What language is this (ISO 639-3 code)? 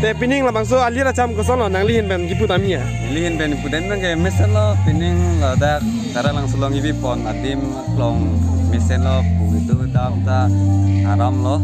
mjw